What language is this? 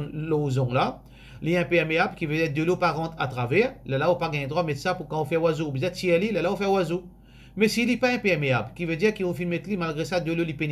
Morisyen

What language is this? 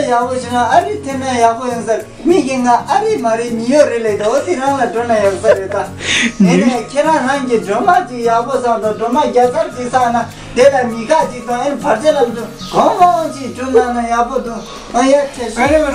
Tibetan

